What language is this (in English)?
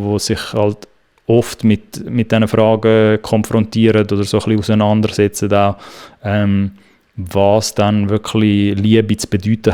Swiss German